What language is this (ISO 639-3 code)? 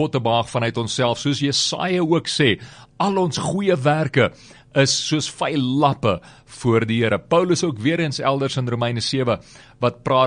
afr